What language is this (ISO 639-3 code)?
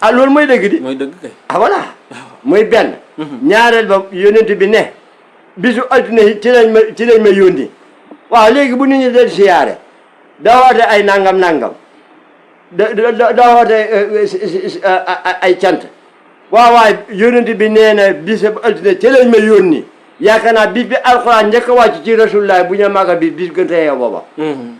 wol